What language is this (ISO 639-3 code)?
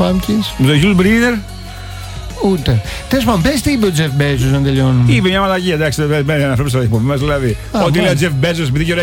ell